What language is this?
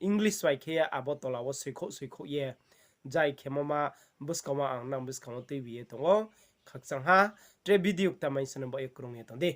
Riang (India)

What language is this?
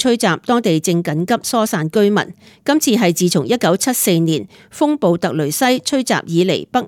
Cantonese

